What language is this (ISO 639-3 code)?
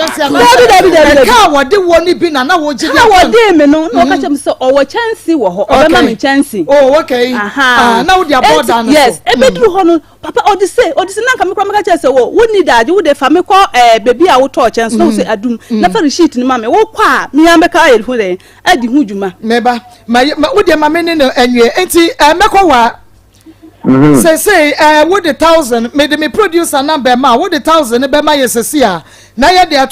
aka